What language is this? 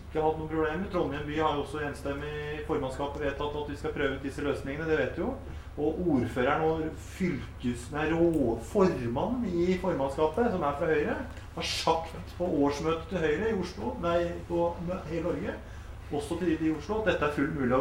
Norwegian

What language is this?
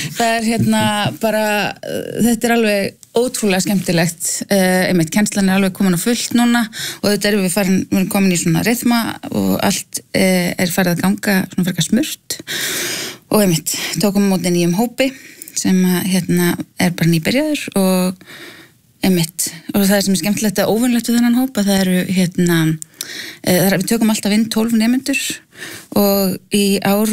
Icelandic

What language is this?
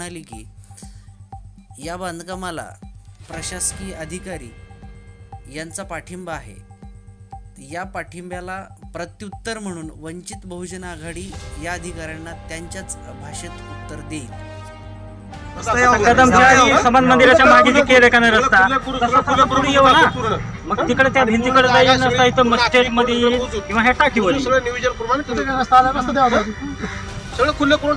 Marathi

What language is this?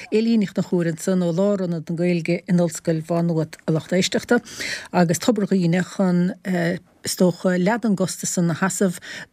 Irish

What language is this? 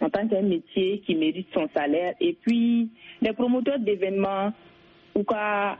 Bambara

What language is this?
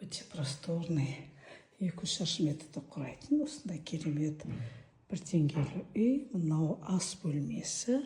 Kazakh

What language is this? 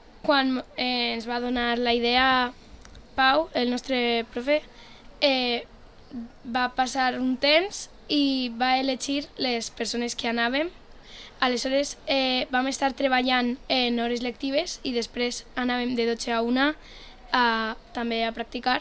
Catalan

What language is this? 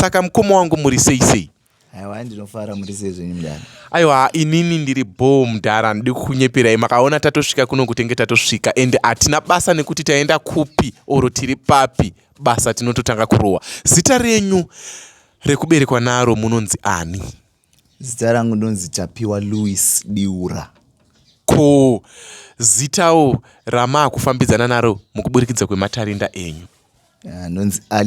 Shona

